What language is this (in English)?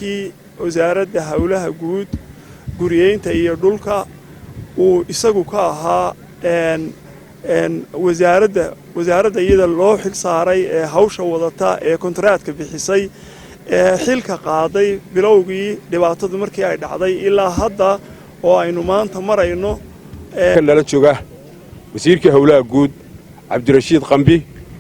Somali